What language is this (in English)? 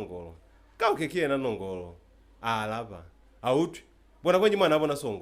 Lozi